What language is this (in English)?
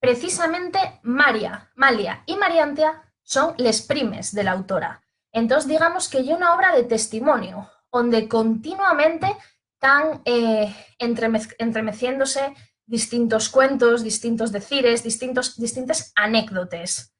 Asturian